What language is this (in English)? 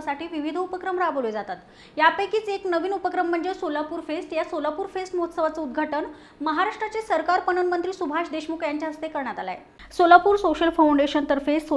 Marathi